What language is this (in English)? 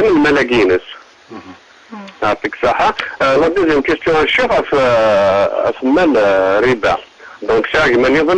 Kabyle